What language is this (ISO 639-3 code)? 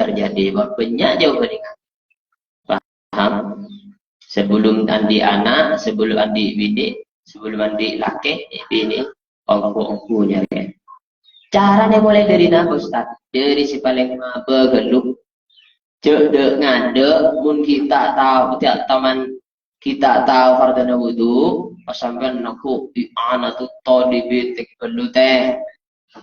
mad